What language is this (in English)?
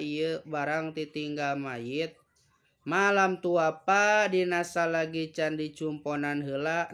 Sundanese